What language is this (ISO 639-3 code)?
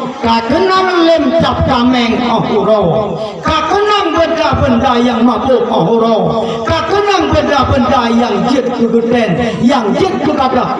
ace